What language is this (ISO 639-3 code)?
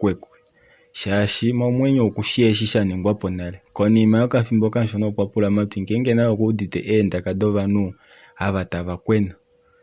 kua